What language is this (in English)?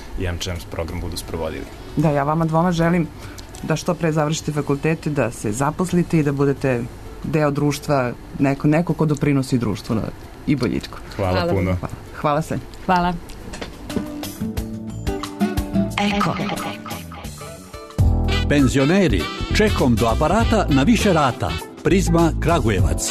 Serbian